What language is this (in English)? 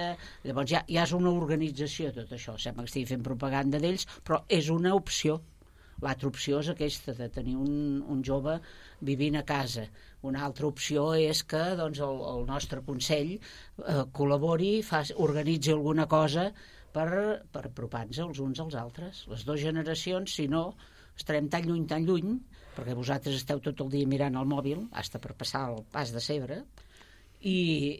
Catalan